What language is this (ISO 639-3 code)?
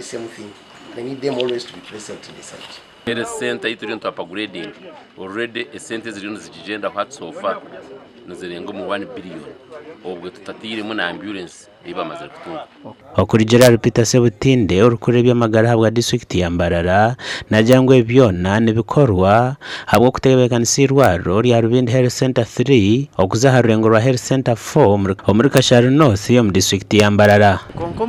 nyn